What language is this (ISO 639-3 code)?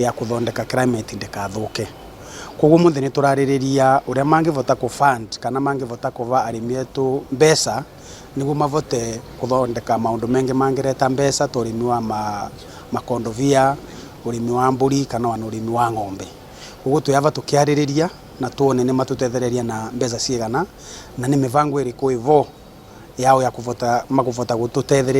kik